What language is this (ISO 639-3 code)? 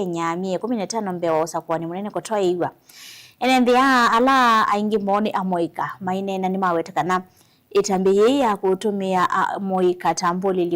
kam